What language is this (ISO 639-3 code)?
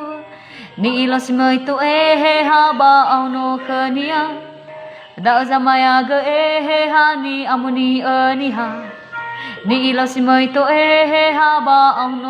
nia